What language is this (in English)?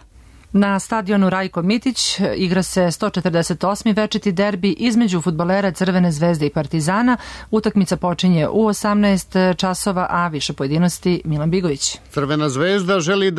Serbian